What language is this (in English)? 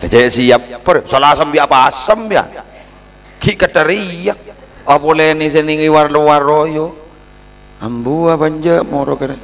Madurese